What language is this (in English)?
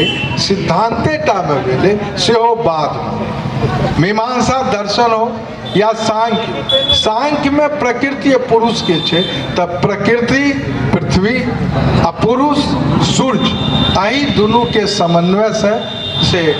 Maithili